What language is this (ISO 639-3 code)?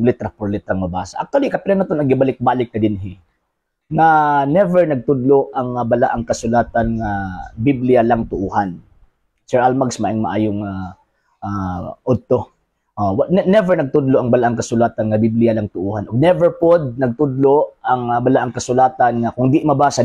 ceb